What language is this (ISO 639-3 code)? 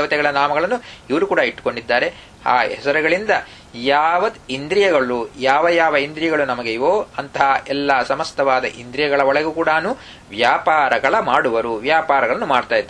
kan